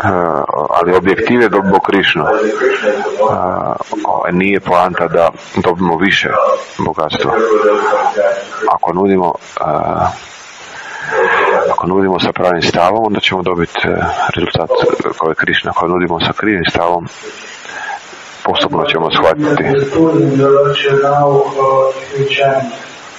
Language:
Croatian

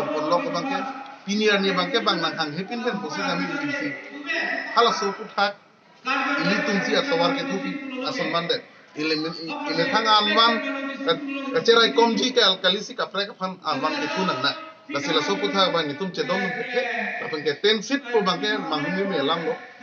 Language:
Karbi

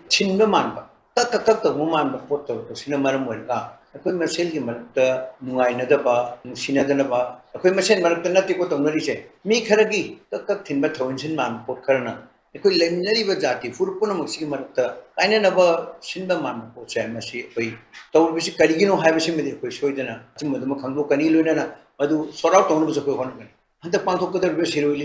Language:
Manipuri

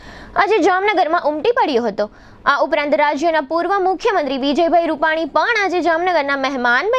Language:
Gujarati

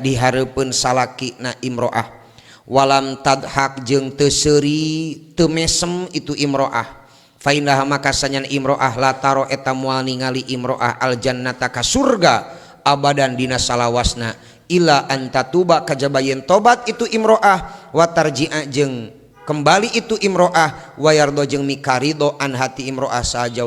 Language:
Sundanese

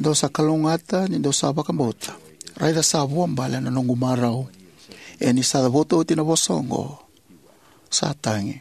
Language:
Fijian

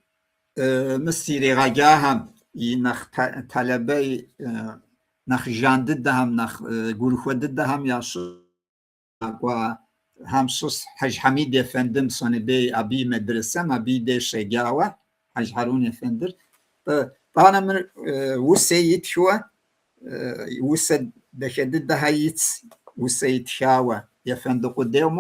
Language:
Kabardian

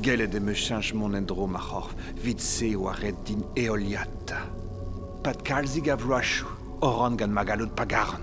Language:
Breton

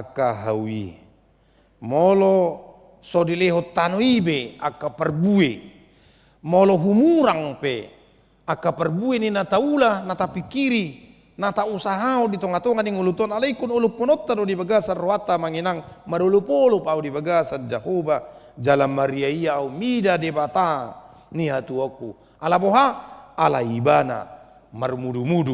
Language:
Batak Toba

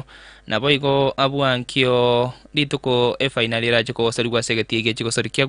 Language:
Gusii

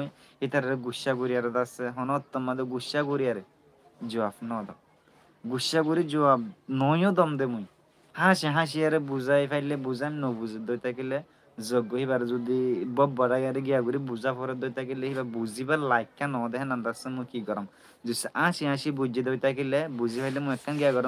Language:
Rohingya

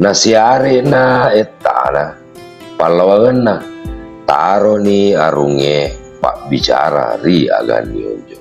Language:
Buginese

